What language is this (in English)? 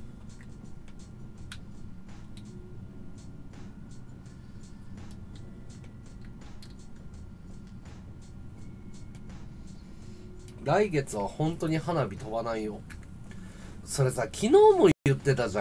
Japanese